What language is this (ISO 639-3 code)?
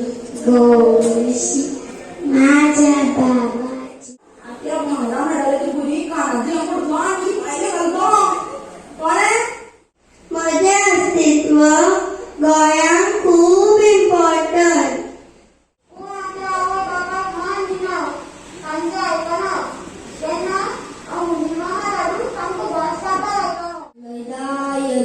kok